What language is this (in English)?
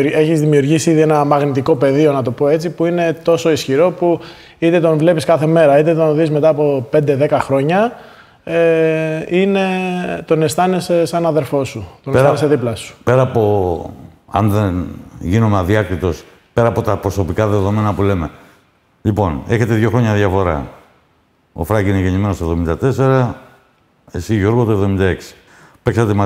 Greek